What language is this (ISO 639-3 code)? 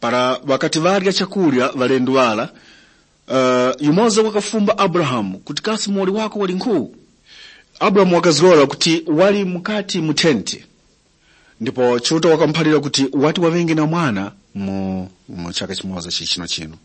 tum